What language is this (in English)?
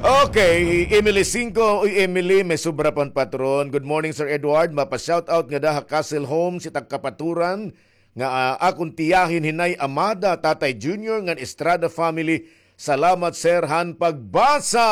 Waray